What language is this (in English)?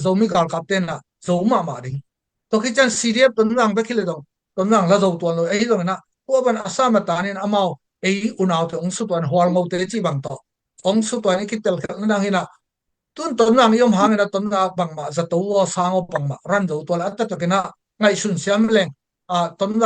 Tedim Chin